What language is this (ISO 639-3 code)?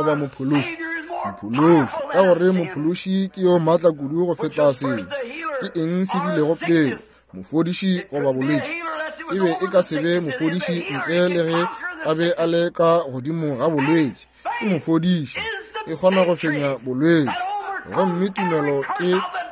nso